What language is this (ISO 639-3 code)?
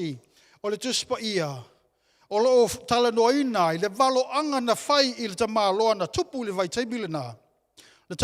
smo